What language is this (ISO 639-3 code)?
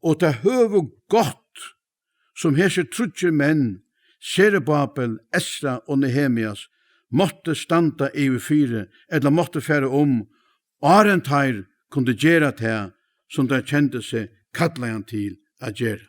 fao